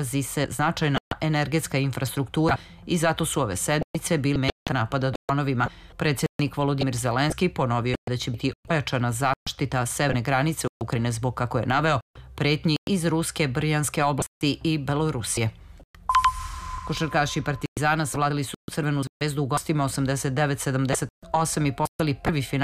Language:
Serbian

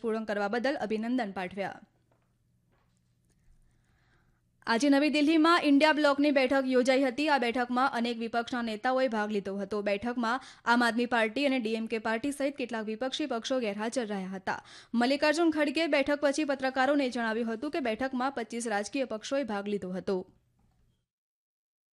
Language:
Gujarati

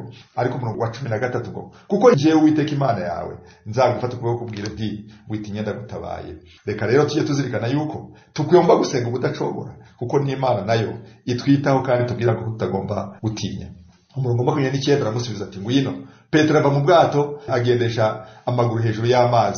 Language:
Kinyarwanda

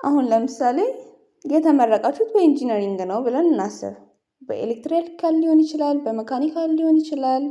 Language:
Amharic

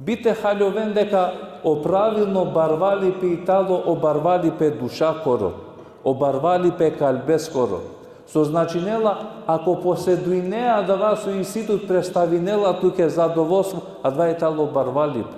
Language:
Balkan Romani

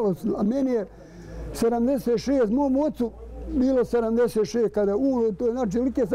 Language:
Bosnian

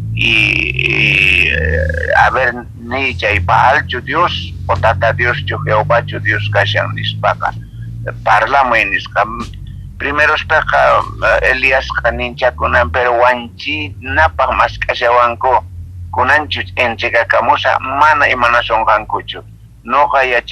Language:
South Bolivian Quechua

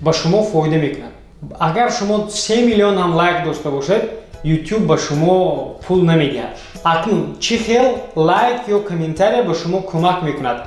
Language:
Tajik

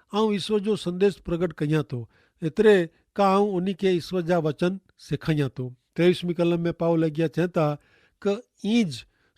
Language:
Kachhi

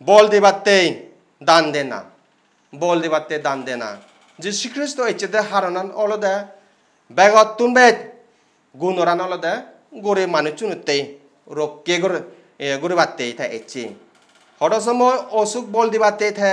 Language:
Chakma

